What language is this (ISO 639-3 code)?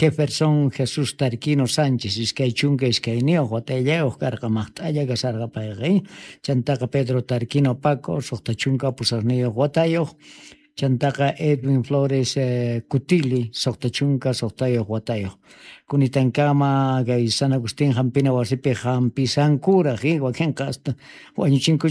quh